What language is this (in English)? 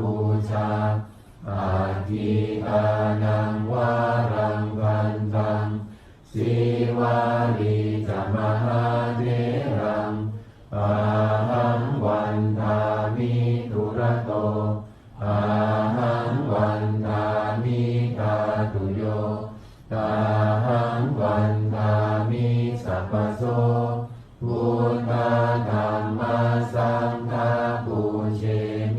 Pali